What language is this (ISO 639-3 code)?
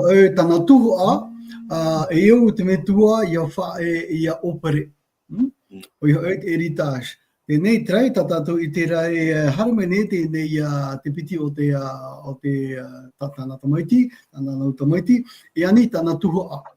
tah